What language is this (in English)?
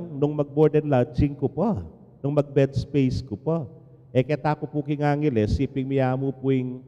Pampanga